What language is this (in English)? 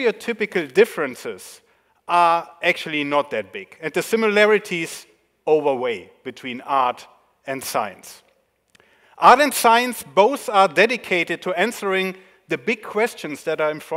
English